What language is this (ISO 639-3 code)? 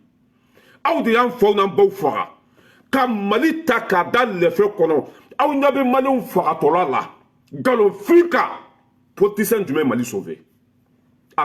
bam